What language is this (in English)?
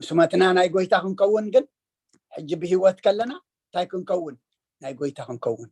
Tigrinya